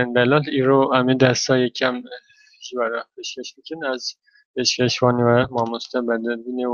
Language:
Kurdish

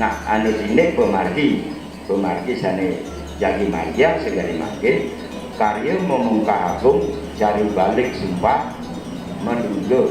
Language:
Balinese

